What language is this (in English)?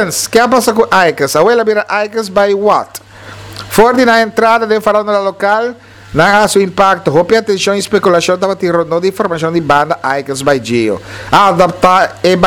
Papiamento